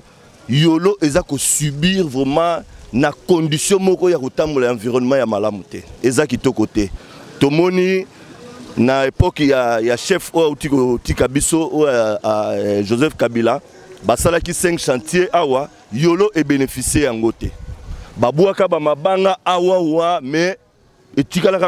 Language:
Lingala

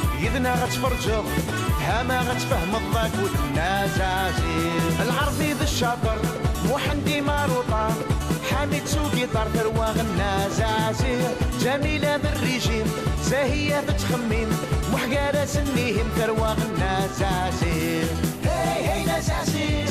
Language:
Kabyle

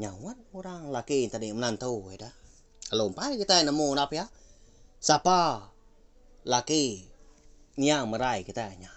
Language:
Iban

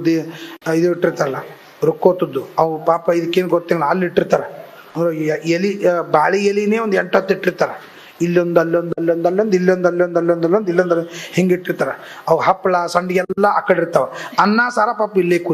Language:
Kannada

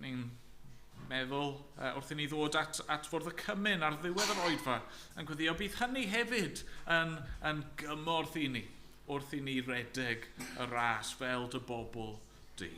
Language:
Welsh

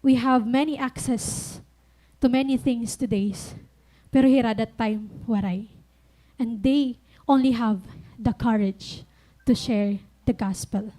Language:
Waray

